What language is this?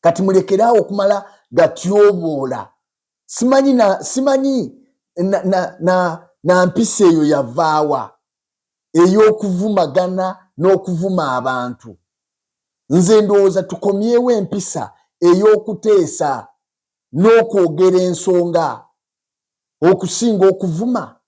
Ganda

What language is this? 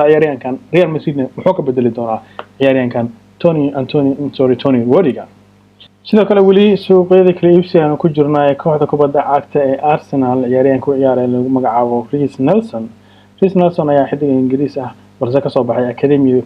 Somali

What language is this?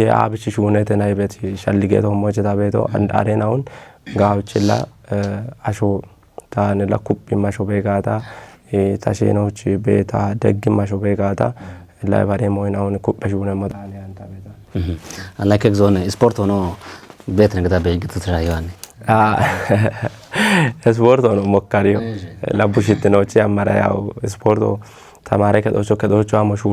Kafa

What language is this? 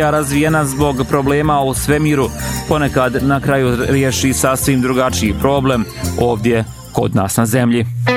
Bosnian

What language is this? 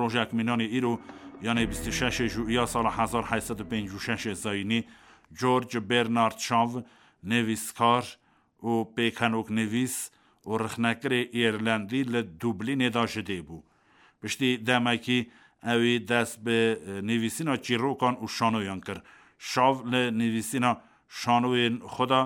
Kurdish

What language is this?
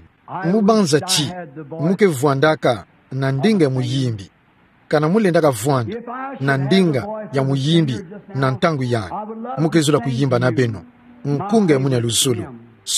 Kituba (Democratic Republic of Congo)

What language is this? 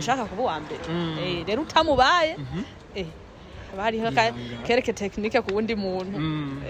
Rundi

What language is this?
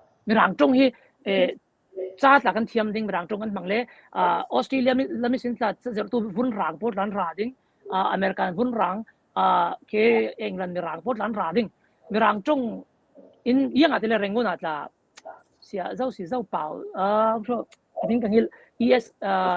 Falam Chin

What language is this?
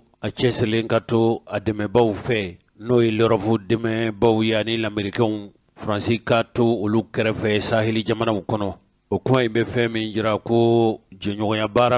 Bambara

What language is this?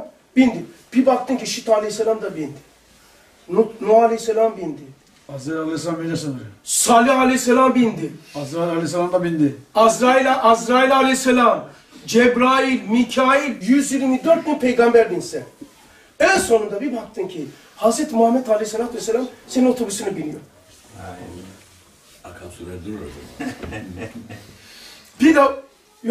Turkish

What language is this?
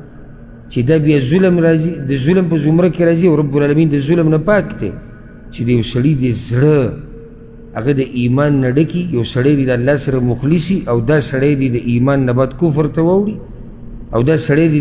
Pashto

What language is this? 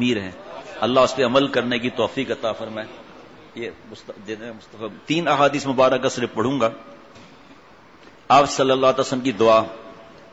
Urdu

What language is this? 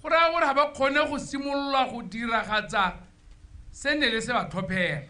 Tswana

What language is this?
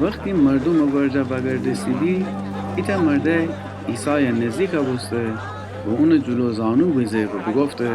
Gilaki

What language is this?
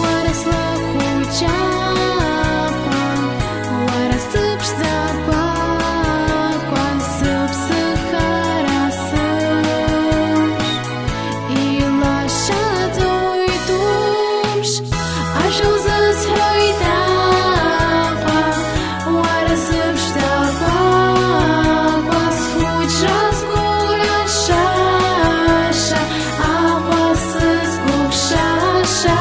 Abkhazian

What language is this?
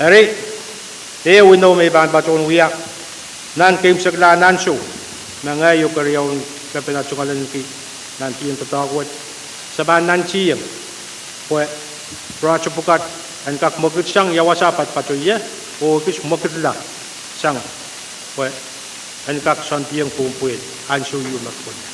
Pohnpeian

